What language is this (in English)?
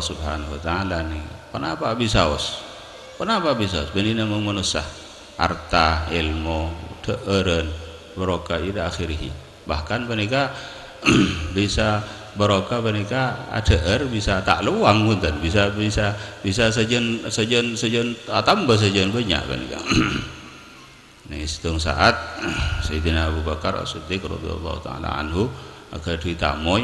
Madurese